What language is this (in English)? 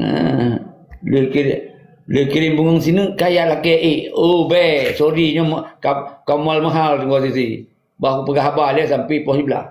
Achinese